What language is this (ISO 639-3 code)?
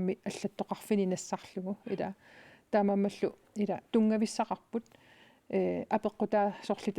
kal